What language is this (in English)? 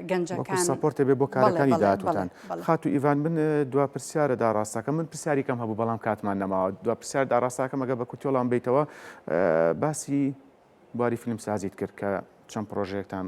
Central Kurdish